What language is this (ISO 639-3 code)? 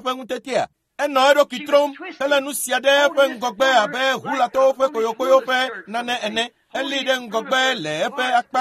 ewe